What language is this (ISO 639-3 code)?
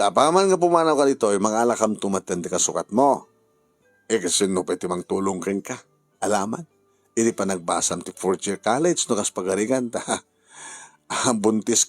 ilo